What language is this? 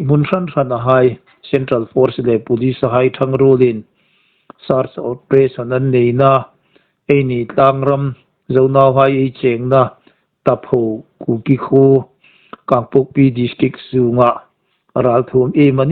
Hmar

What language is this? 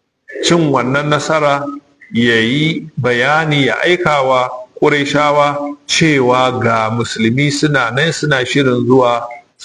Hausa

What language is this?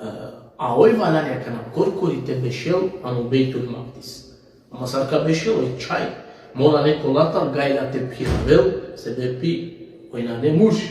Balkan Romani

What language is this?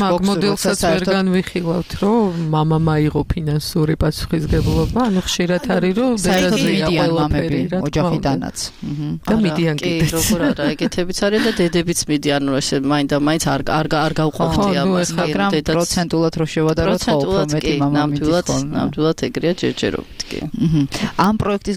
Georgian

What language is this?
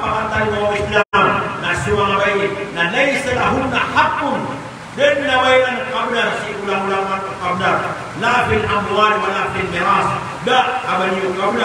Maranao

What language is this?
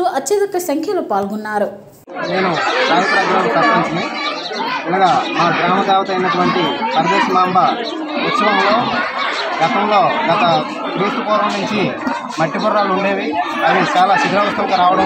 Telugu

